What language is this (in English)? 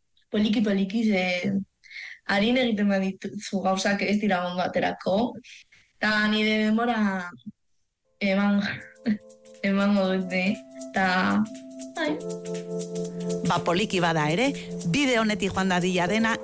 Basque